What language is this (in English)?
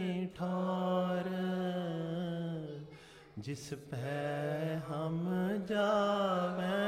Punjabi